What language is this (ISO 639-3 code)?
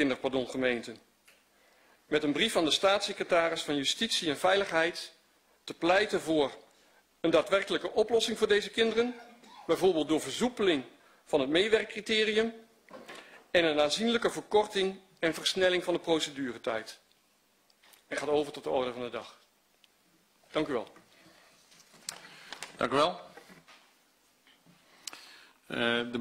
nld